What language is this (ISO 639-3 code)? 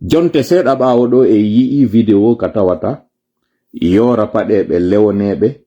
ful